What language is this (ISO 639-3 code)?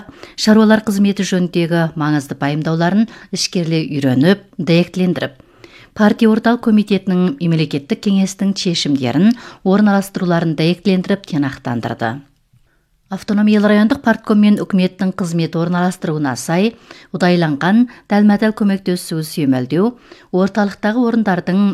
kaz